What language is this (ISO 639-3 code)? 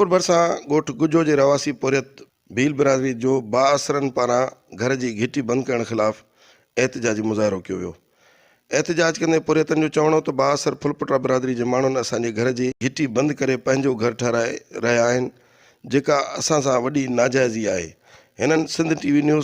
snd